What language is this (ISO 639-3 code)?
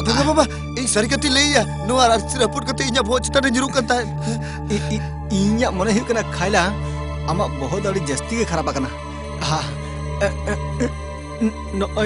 sat